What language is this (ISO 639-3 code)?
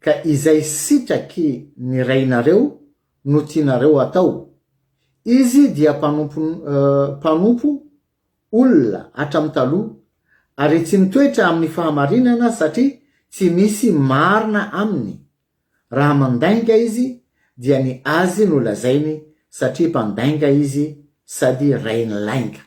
mlg